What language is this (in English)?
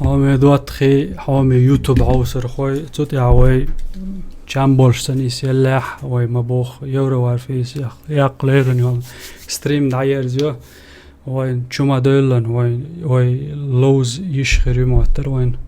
Chechen